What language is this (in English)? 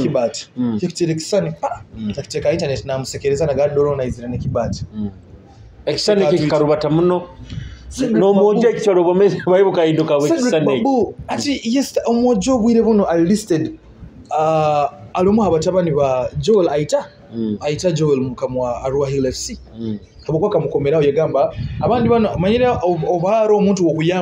Nyoro